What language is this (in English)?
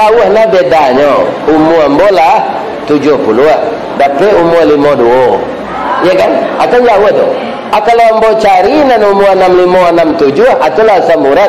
Minangkabau